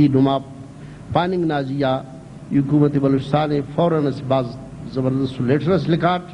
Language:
Brahui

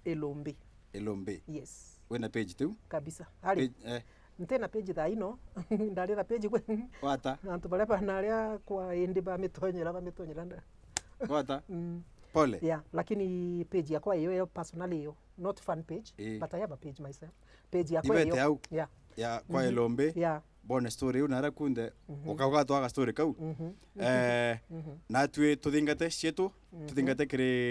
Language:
Meru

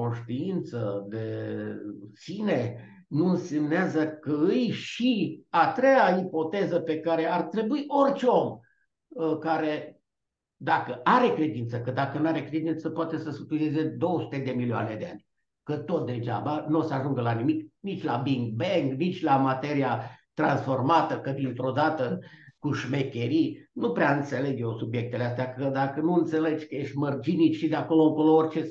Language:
Romanian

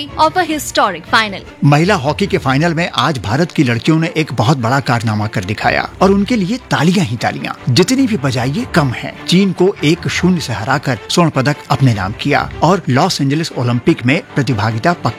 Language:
Hindi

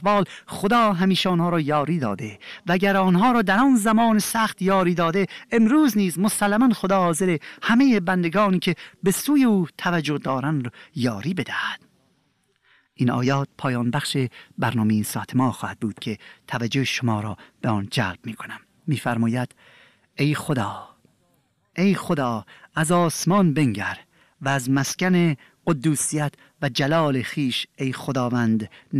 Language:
Persian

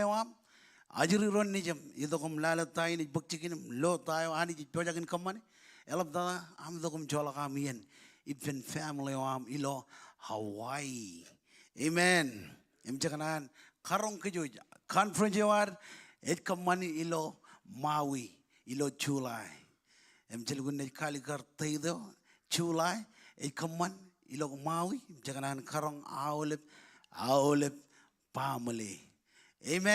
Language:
Marshallese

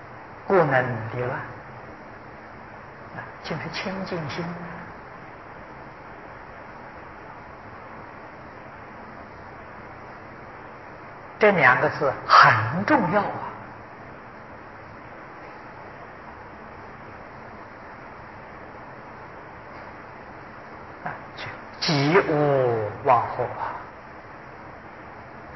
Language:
Chinese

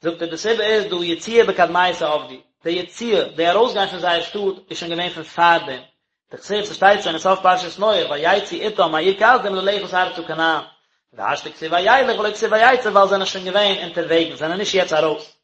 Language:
Yiddish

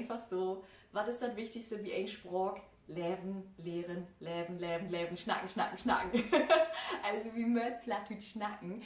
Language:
Low German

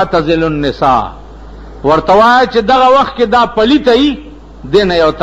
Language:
Pashto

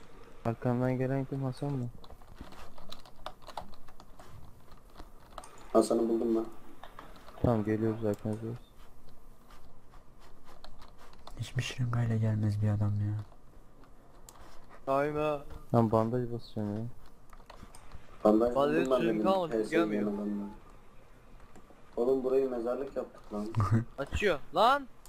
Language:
Turkish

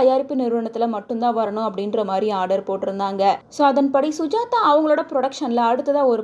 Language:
Tamil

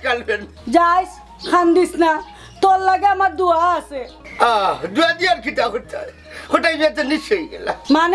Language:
Sylheti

